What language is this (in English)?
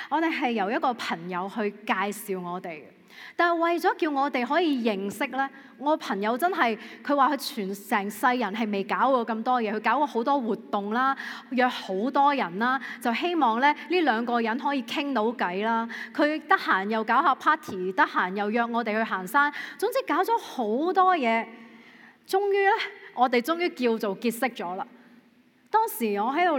Cantonese